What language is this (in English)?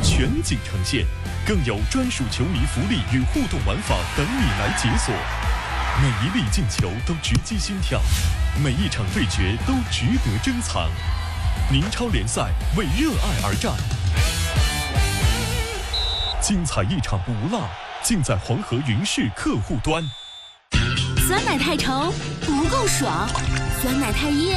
Chinese